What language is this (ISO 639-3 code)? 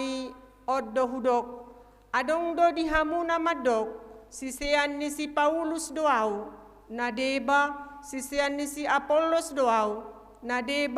bbc